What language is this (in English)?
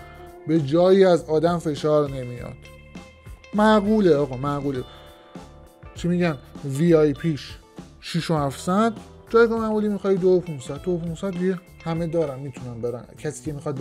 Persian